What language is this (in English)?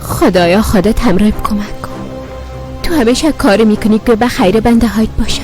Persian